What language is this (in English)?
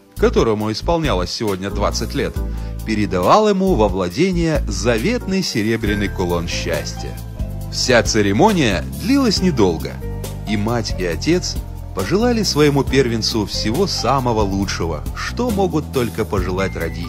Russian